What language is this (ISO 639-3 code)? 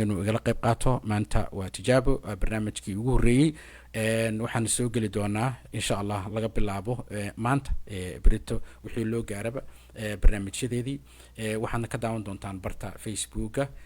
som